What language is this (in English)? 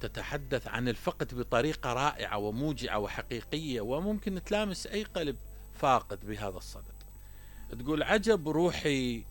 Mesopotamian Arabic